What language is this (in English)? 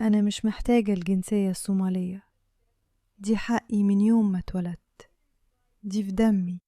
Egyptian Arabic